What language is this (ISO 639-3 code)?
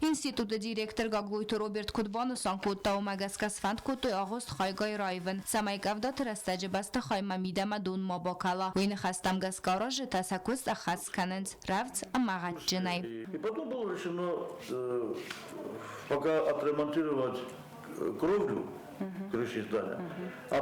oss